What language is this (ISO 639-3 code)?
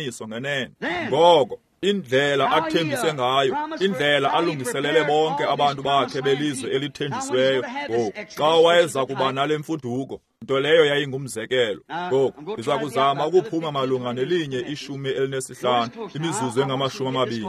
xho